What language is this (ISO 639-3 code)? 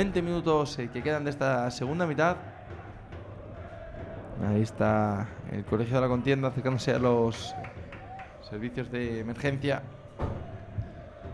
spa